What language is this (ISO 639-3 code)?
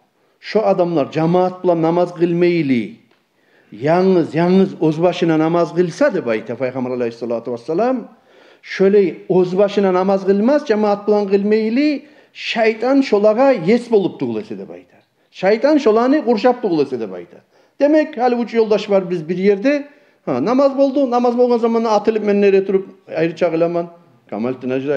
kum